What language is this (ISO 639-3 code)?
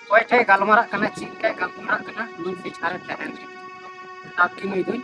sat